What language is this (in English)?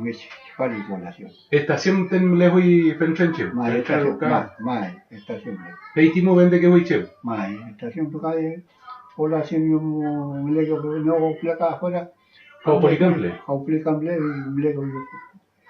Mapuche